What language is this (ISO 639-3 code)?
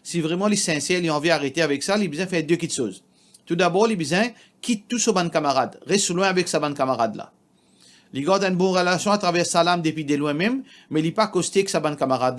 mfe